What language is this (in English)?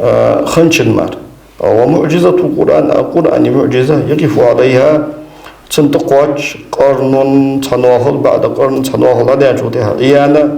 Ingush